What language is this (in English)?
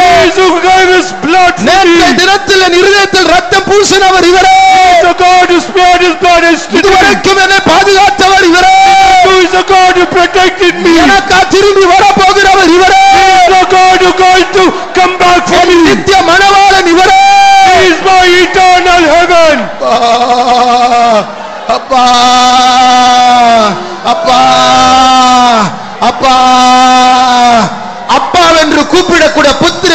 Tamil